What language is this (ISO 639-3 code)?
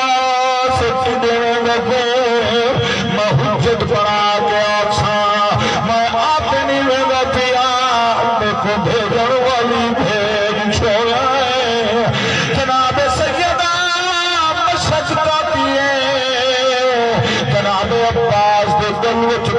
skr